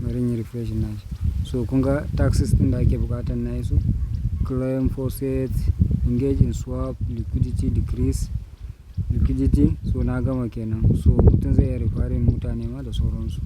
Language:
Hausa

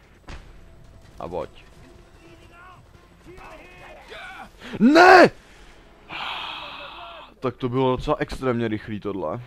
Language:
Czech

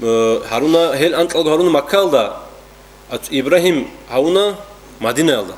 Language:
Avaric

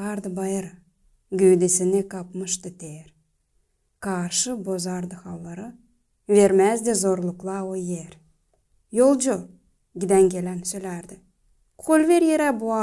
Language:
Gagauz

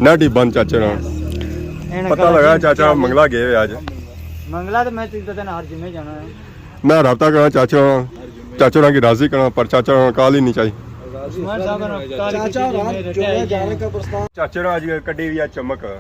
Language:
Pahari-Potwari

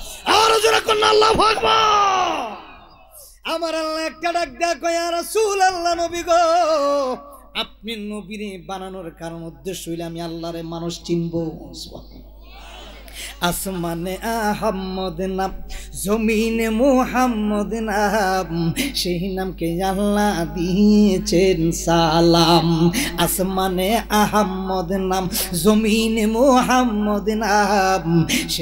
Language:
Bangla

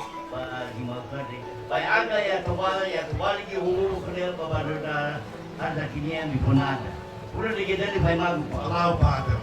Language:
Nias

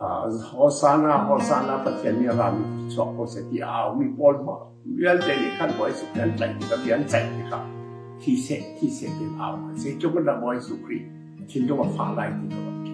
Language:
Hakha Chin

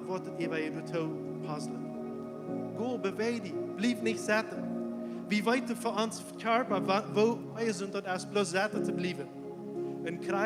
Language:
Plautdietsch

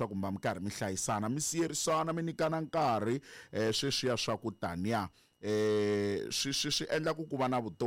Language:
Tsonga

